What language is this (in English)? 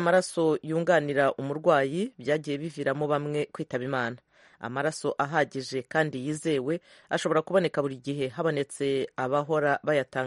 Kinyarwanda